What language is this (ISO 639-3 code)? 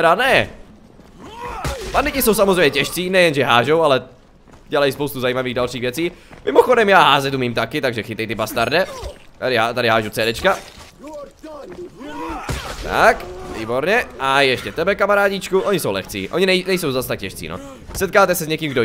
ces